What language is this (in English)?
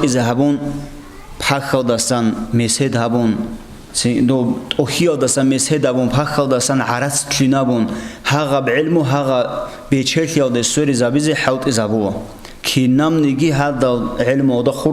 Avaric